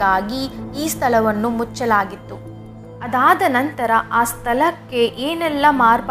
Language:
Kannada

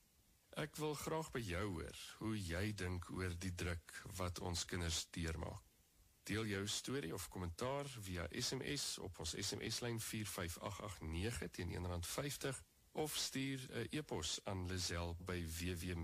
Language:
Afrikaans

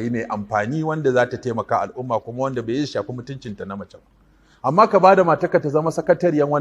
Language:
Hausa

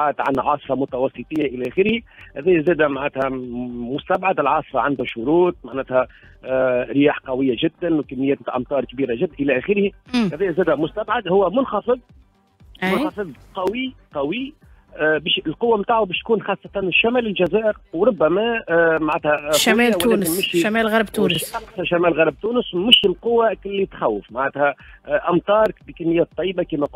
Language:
Tunisian Arabic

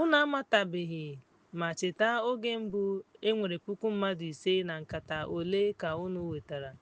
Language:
Igbo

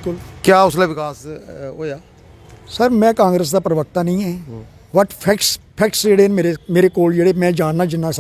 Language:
Dogri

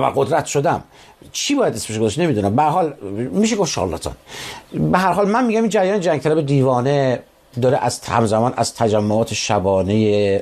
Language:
Persian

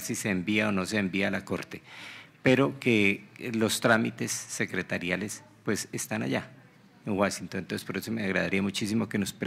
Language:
Spanish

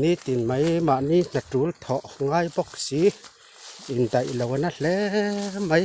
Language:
Mizo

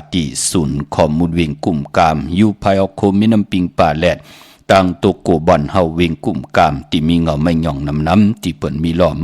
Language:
Shan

